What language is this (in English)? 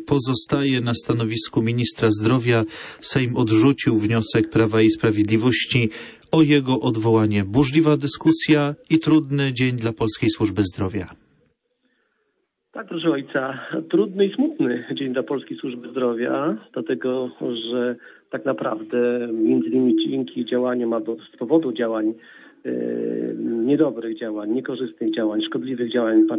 Polish